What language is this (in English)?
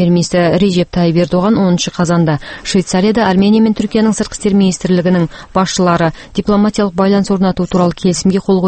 Kazakh